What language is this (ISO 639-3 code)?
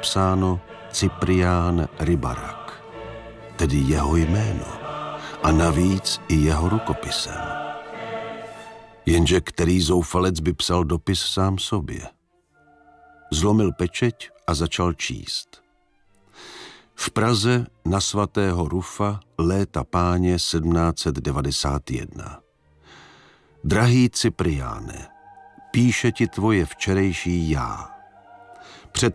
ces